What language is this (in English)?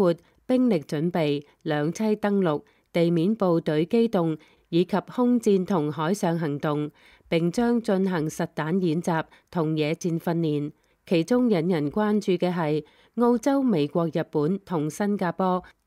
Cantonese